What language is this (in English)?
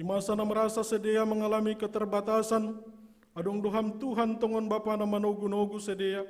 Batak Simalungun